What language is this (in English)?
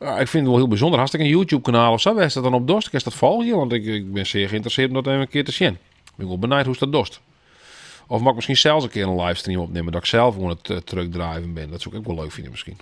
Western Frisian